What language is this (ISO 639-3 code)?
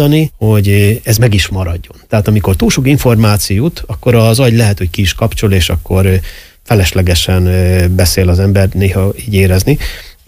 hun